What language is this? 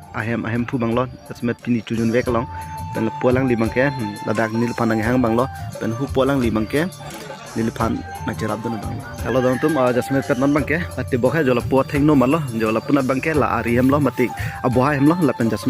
Karbi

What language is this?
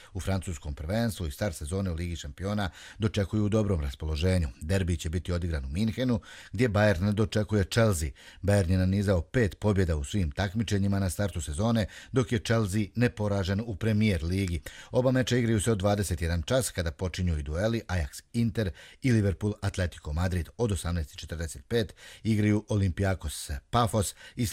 Croatian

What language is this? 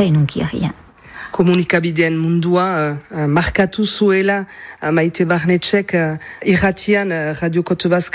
Basque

